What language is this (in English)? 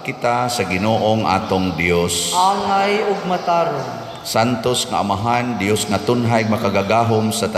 Cebuano